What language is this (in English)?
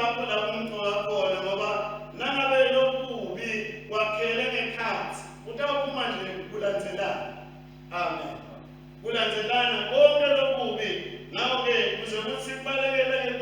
Swati